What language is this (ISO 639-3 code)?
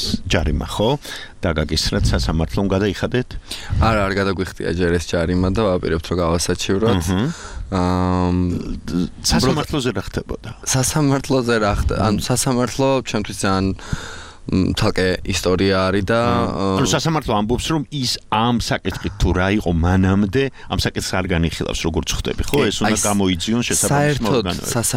kat